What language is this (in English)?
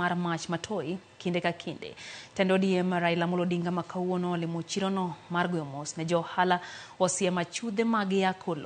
Luo (Kenya and Tanzania)